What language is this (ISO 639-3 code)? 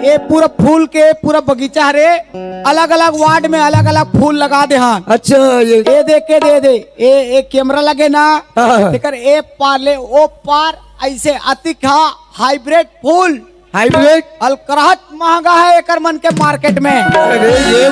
hne